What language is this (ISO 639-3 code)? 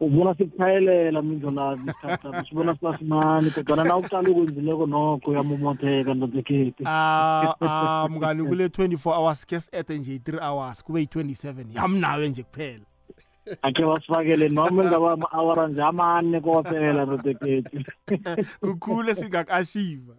nbl